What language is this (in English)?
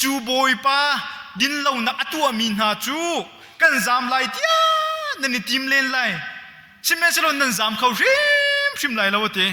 Hakha Chin